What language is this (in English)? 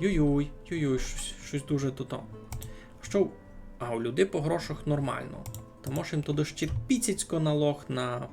Rusyn